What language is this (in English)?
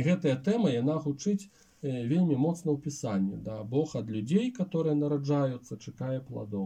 Belarusian